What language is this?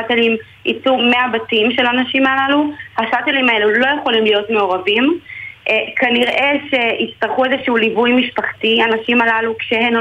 Hebrew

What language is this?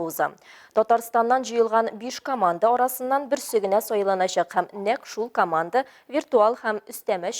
Tatar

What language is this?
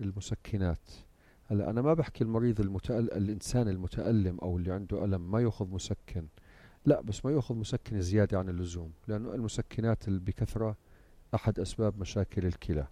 North Levantine Arabic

